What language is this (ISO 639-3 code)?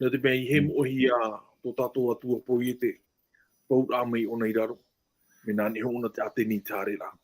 tah